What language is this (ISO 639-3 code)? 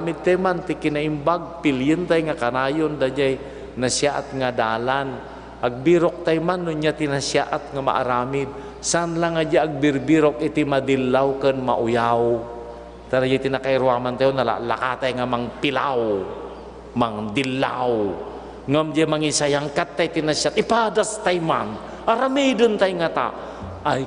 ilo